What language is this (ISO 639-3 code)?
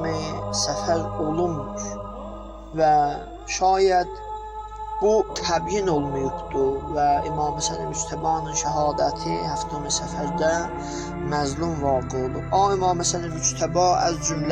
azb